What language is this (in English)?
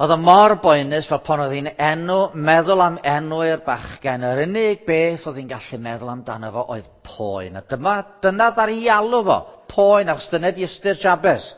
Welsh